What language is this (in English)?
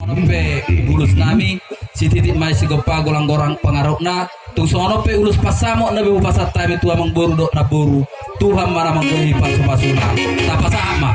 Batak Toba